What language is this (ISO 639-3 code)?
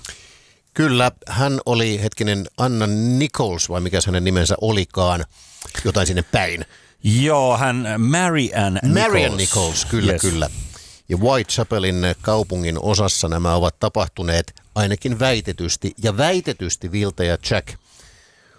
fin